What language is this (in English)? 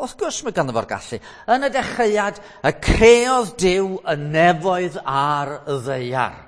Welsh